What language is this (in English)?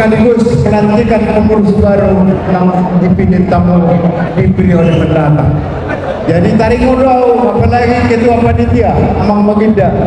Batak Toba